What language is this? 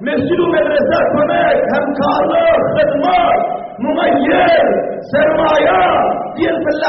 Turkmen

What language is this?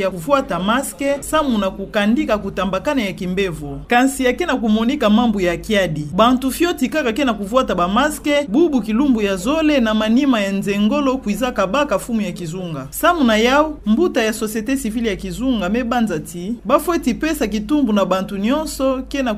Kituba (Democratic Republic of Congo)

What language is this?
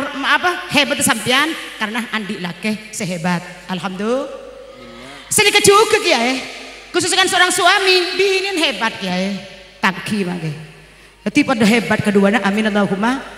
Madurese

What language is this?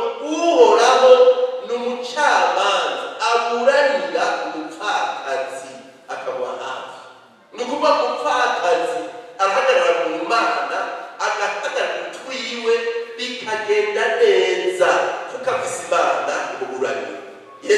Rundi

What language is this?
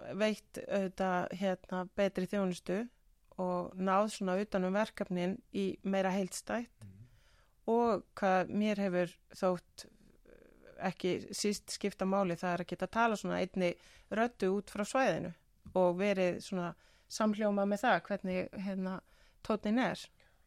Icelandic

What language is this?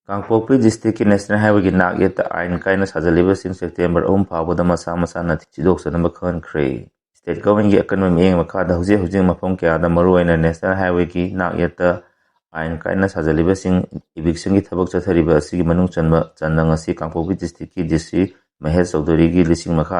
Manipuri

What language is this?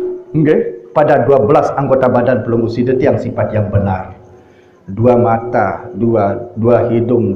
Sasak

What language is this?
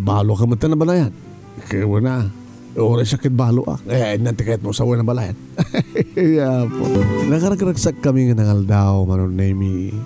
Iloko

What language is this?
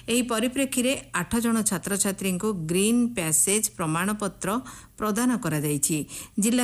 Odia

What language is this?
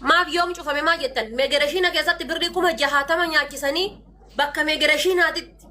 Oromo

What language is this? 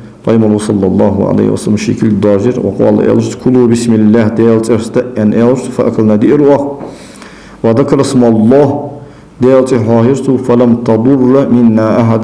Ingush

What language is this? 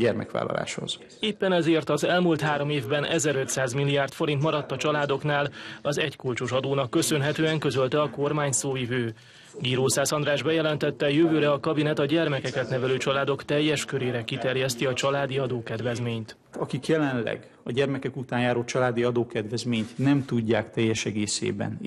Hungarian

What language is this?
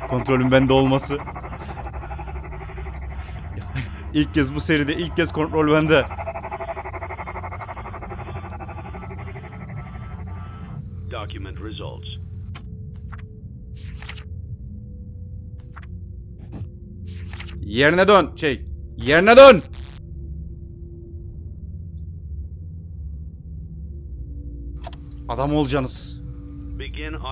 Turkish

